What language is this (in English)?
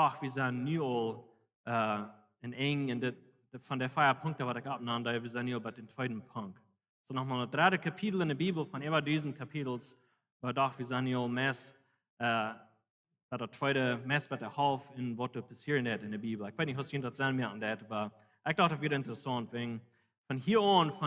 Plautdietsch